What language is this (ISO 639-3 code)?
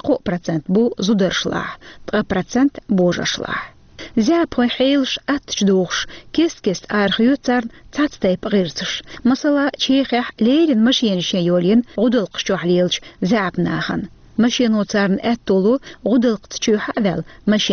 che